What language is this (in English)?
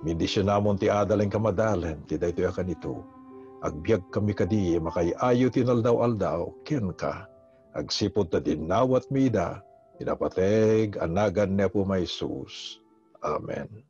Iloko